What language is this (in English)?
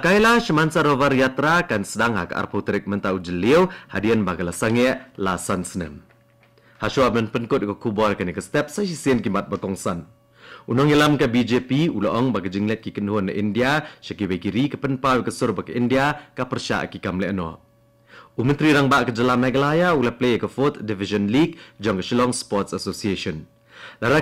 Khasi